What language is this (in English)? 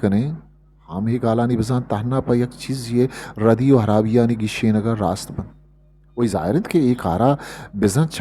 Eastern Balochi